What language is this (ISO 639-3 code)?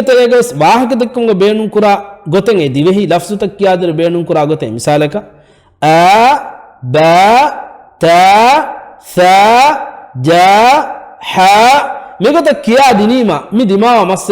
div